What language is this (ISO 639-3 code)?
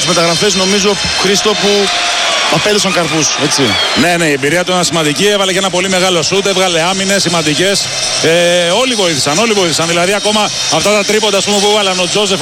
ell